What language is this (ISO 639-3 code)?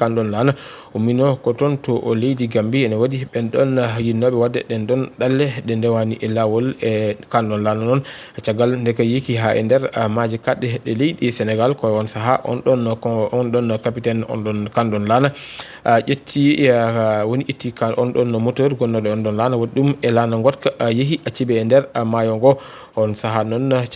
ful